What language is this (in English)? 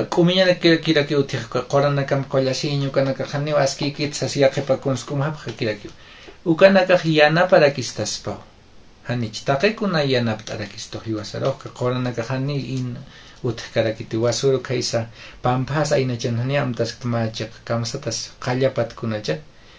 Aymara